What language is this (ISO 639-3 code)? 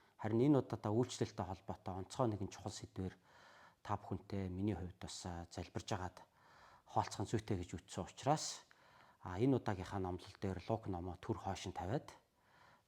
mon